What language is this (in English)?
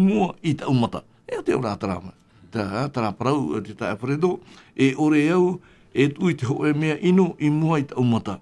Tahitian